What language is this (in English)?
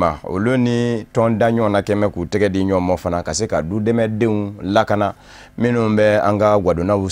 Bambara